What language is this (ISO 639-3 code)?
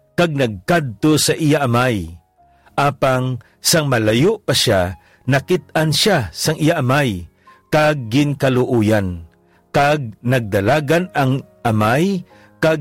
hil